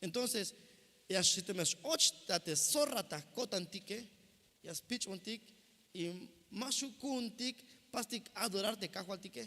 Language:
Tzeltal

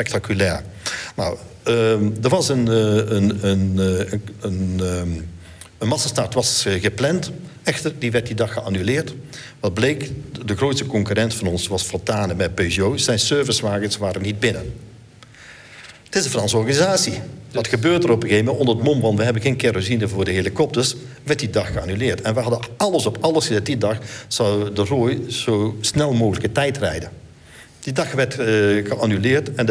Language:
Dutch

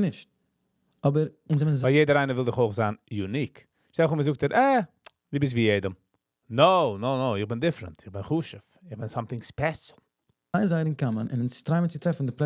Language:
Yiddish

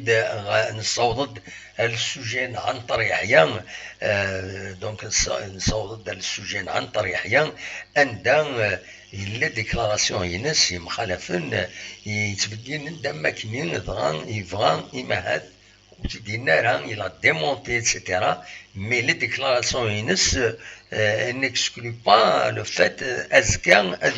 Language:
Kabyle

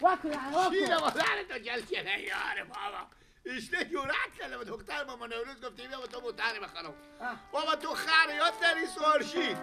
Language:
Persian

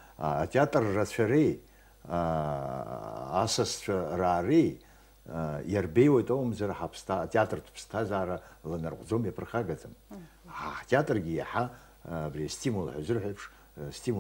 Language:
Abkhazian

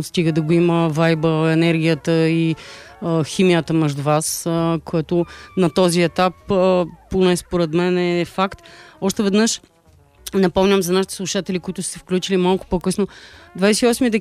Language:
Bulgarian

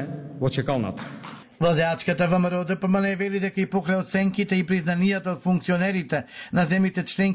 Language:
Macedonian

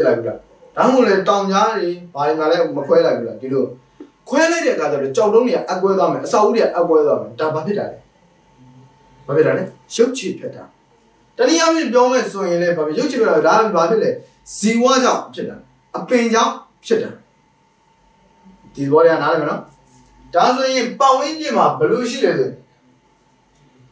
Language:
Burmese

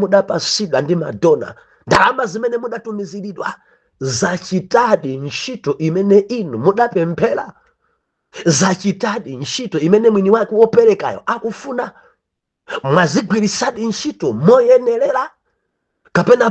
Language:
Nyanja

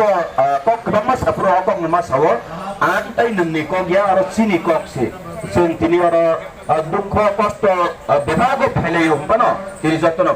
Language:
Kok Borok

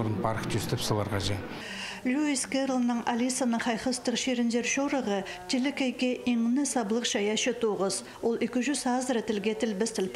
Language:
Khakas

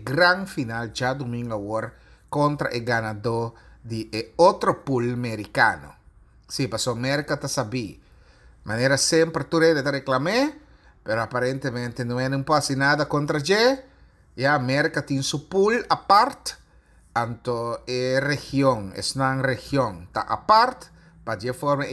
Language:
Papiamento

